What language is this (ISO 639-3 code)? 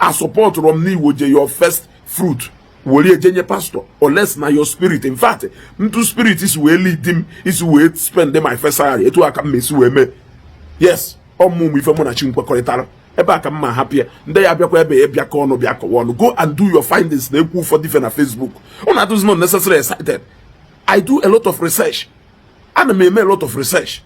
ibo